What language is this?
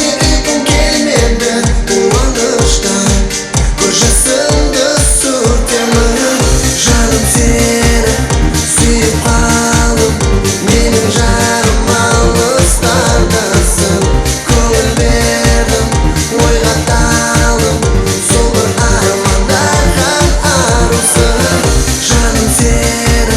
Kara-Kalpak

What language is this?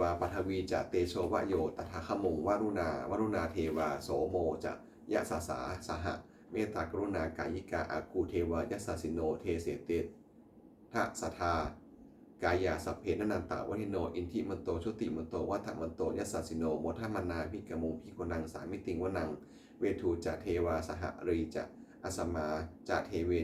Pali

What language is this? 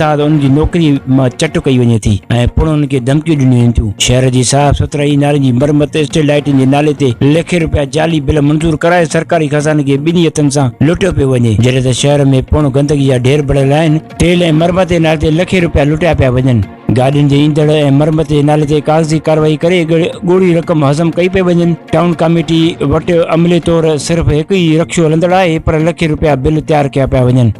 Sindhi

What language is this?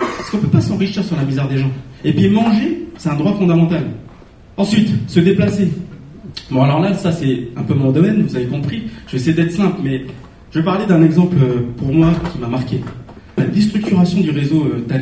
French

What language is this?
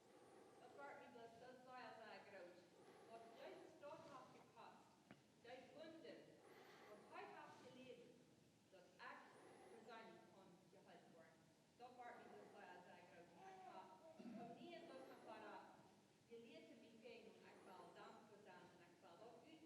Plautdietsch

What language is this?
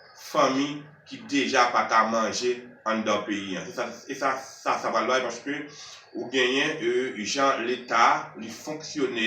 Haitian Creole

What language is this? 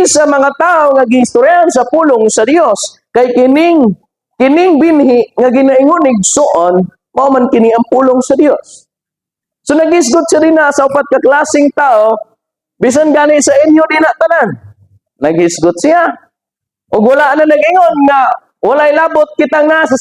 Cebuano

